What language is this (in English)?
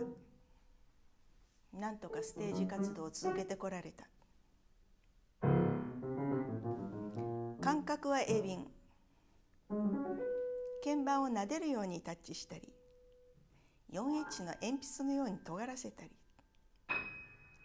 Japanese